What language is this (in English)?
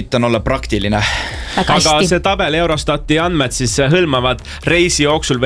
Estonian